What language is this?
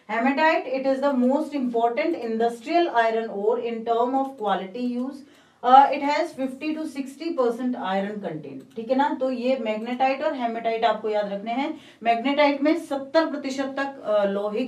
Hindi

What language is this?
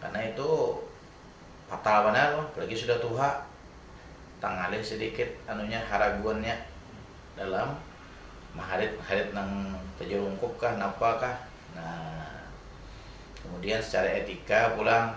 Banjar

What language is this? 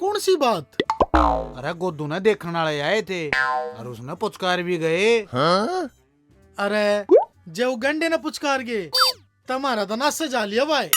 Haryanvi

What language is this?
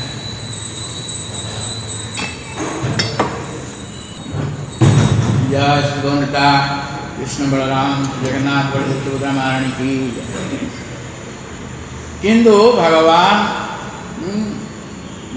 Odia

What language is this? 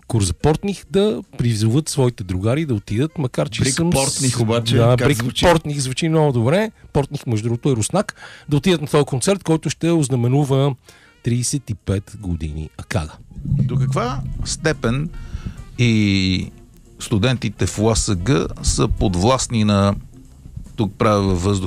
Bulgarian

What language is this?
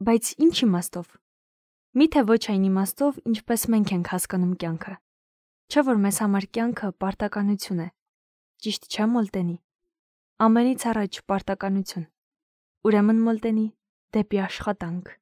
Armenian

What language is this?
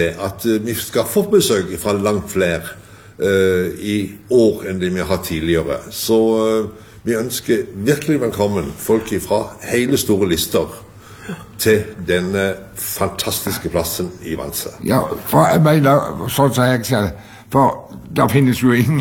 Norwegian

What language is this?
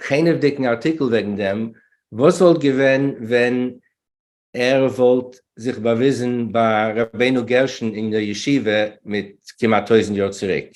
Yiddish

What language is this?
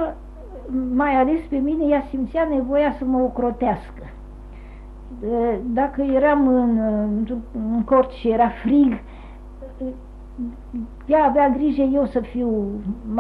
Romanian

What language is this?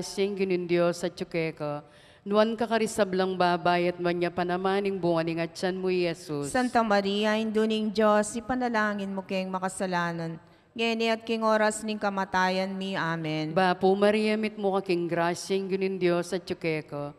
Pampanga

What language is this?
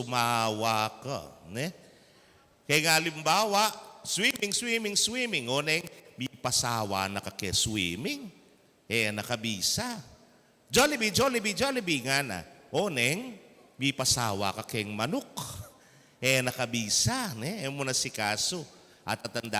Pampanga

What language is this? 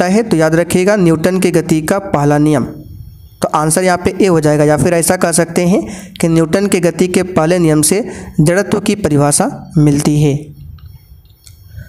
Hindi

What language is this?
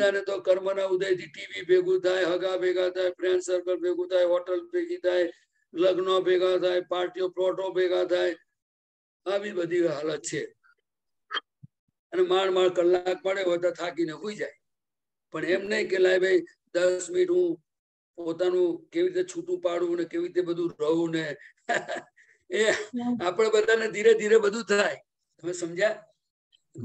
Gujarati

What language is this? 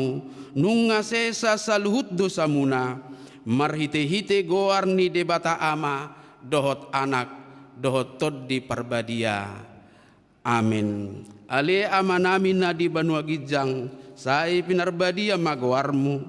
Batak Toba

